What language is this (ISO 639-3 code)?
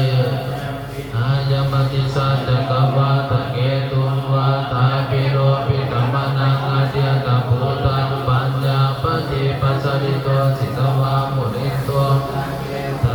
pli